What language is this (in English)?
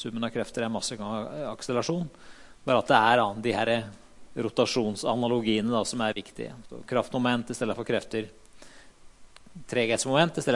Norwegian